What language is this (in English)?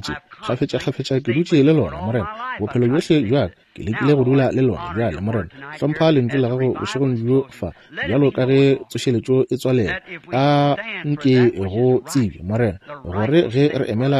Northern Sotho